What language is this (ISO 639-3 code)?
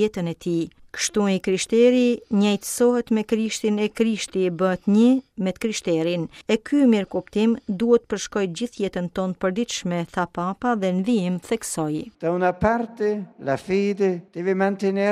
sqi